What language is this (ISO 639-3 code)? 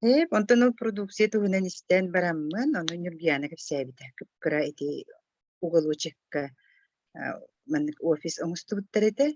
sah